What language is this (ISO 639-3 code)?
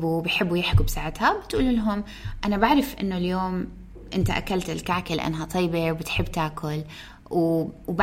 apc